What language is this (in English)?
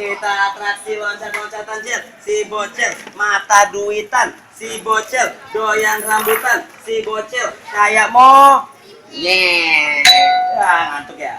Betawi